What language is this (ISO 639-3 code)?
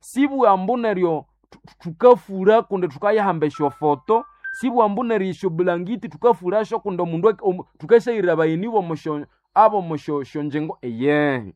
nnb